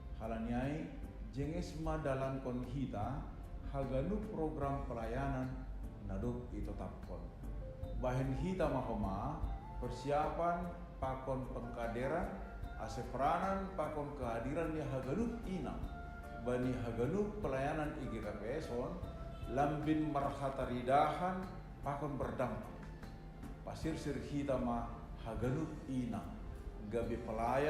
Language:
Batak Simalungun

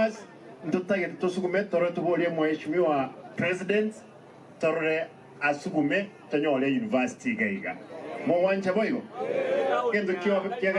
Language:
Gusii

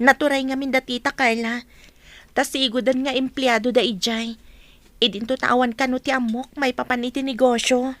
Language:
Iloko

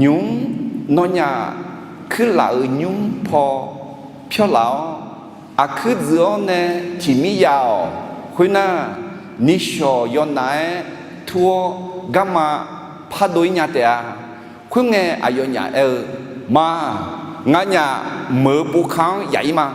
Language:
Akha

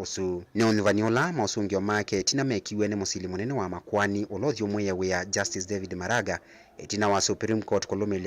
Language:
Kamba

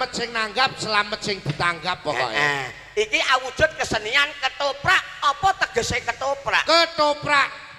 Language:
Javanese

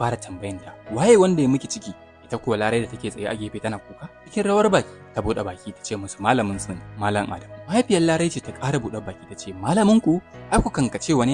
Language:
Hausa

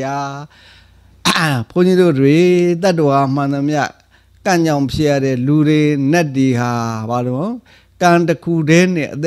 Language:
Burmese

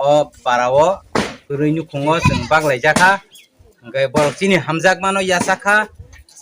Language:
Kok Borok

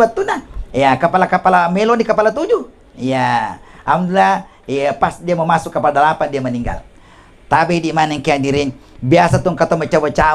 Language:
Buginese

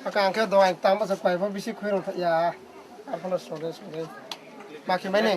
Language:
Riang (India)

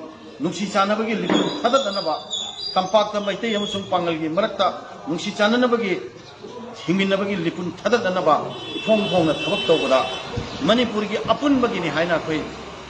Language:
Manipuri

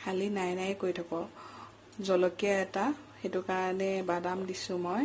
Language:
Assamese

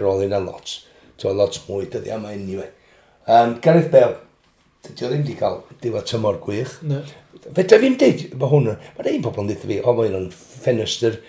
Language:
Welsh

